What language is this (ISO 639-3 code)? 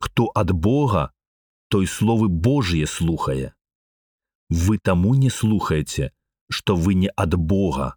bel